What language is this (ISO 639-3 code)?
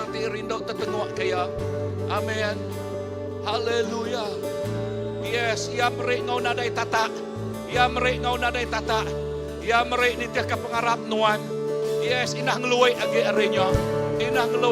iba